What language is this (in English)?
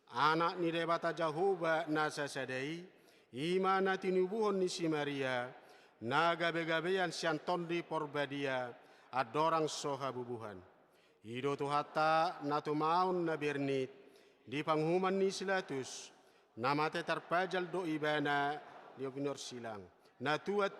Batak Toba